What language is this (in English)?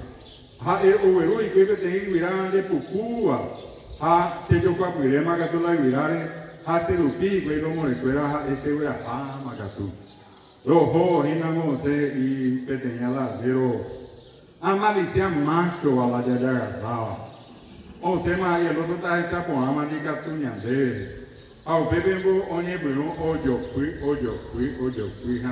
Guarani